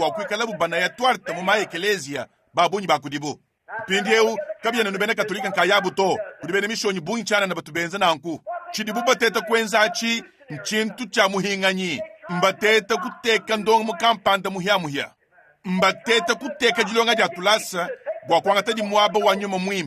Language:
Luba-Lulua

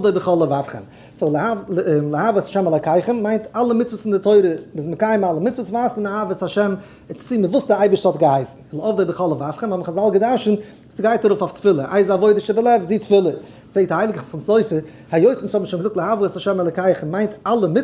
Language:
Yiddish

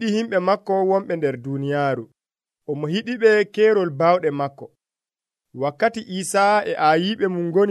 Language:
Nigerian Fulfulde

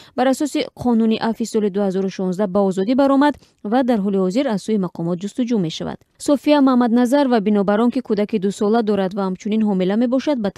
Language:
Tajik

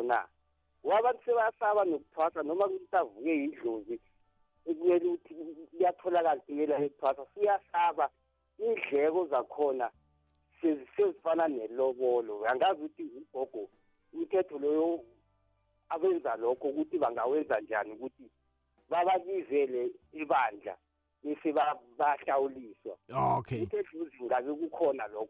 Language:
South Ndebele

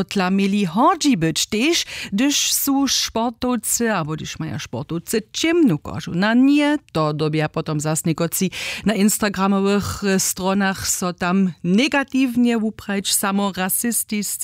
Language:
Upper Sorbian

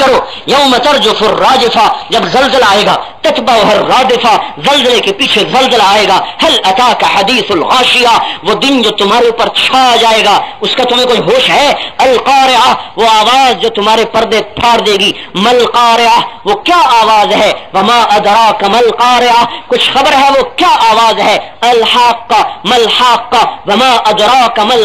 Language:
Urdu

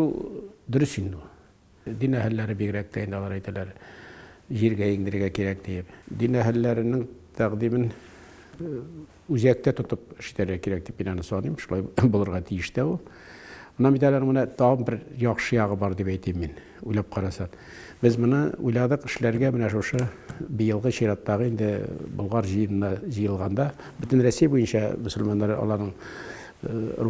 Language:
Tatar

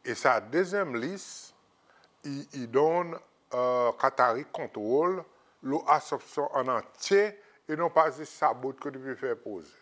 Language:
Seselwa Creole French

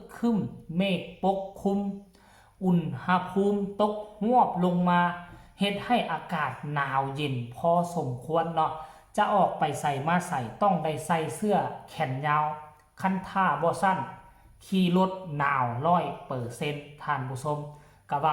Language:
Northeastern Thai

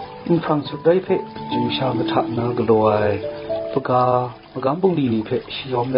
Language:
Kachin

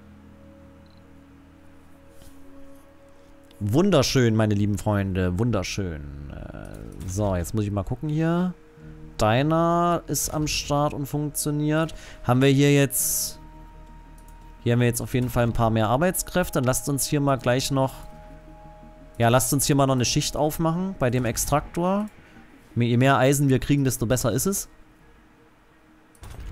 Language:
German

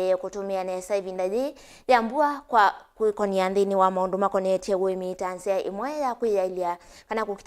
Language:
Kamba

